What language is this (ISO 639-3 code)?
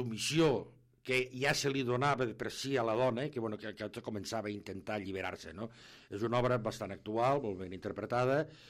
cat